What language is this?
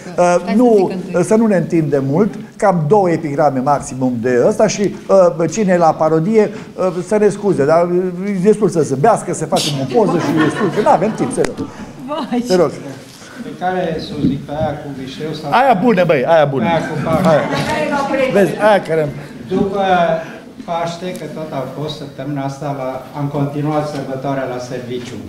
Romanian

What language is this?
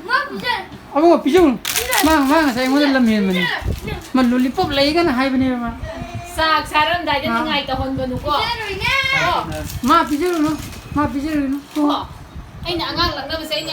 Manipuri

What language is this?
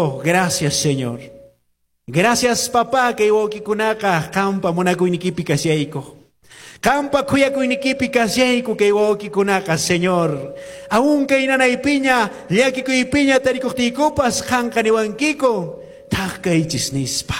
Quechua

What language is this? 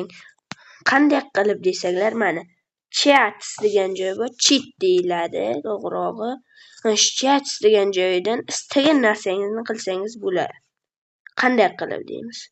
Uzbek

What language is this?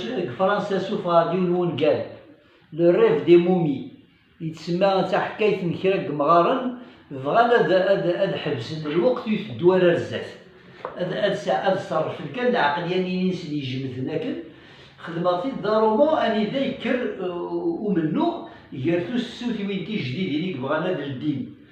Kabyle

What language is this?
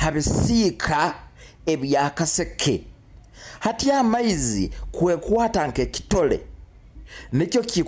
Nyoro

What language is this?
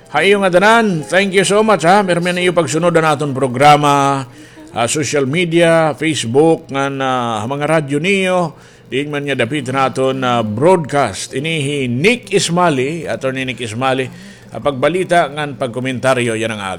Waray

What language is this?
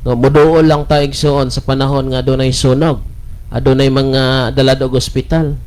Cebuano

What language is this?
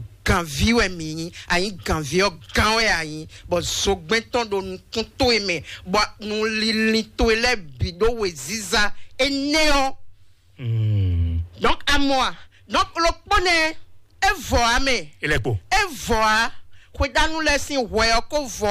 Fon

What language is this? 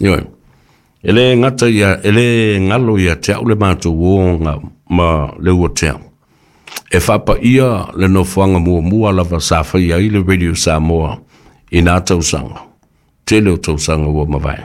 Samoan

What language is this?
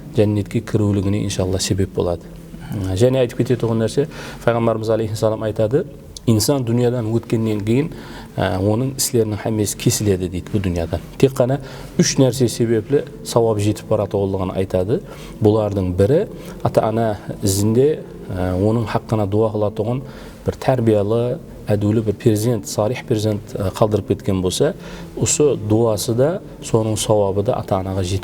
Kara-Kalpak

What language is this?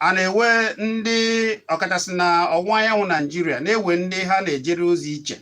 Igbo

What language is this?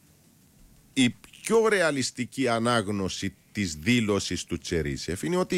Greek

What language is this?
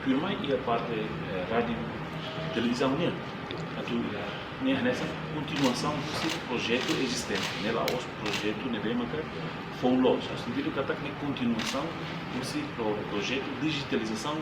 Tetum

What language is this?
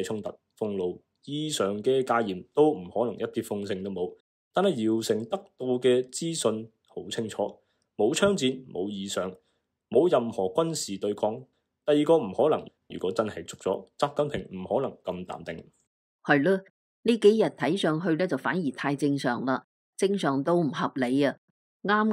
Cantonese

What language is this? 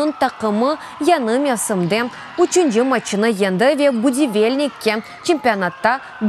Crimean Tatar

